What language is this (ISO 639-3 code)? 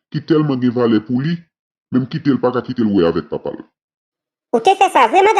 hat